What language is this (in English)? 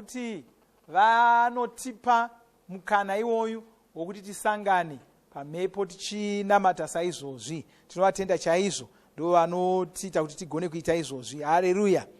Shona